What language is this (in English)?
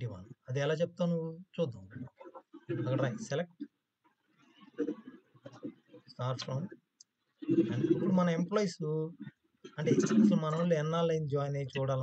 Telugu